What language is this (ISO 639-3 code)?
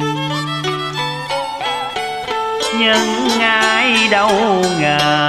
vie